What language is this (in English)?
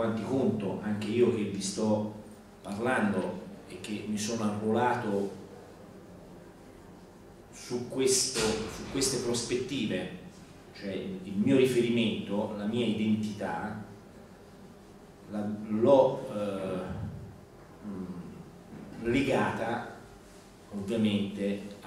Italian